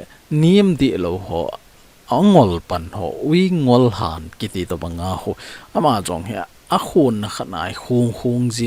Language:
Thado Chin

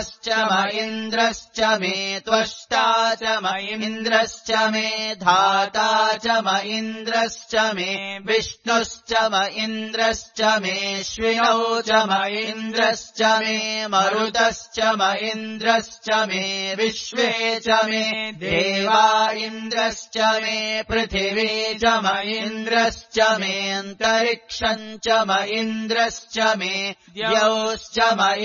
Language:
Sanskrit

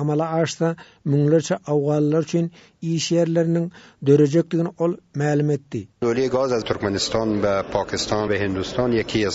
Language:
Turkmen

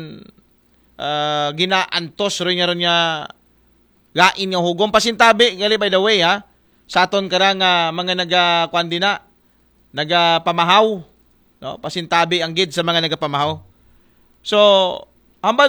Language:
Aklanon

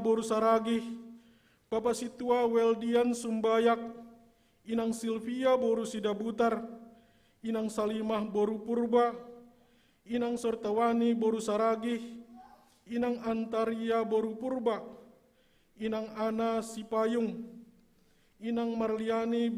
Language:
Batak Simalungun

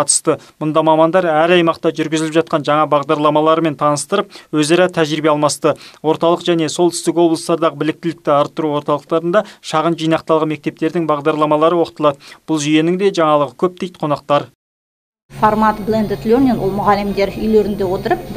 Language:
Kazakh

